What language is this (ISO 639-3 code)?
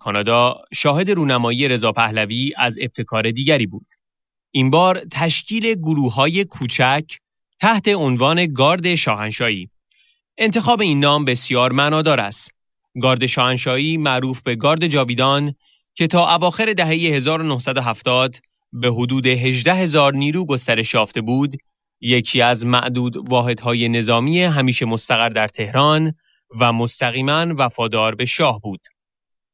fas